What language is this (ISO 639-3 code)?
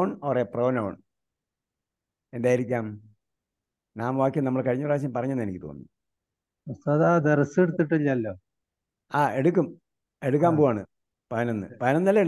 mal